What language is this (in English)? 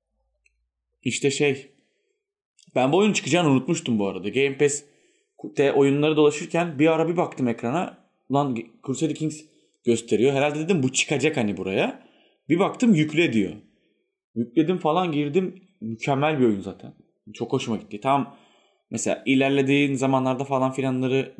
Turkish